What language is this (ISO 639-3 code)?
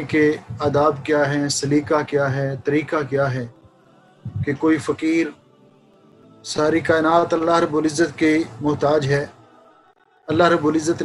urd